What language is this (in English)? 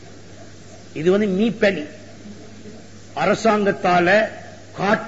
Tamil